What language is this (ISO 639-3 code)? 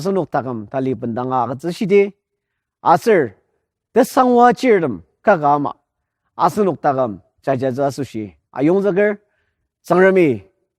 njo